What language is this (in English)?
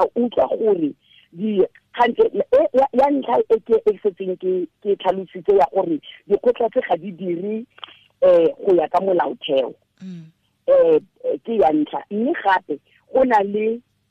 Tswana